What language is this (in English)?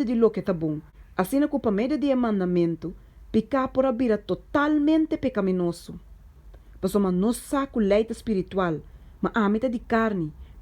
Papiamento